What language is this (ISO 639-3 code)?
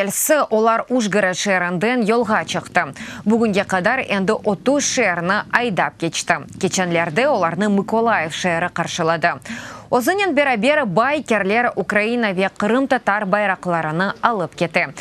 crh